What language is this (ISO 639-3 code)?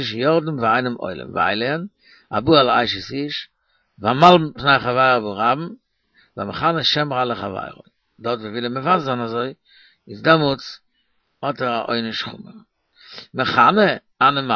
yid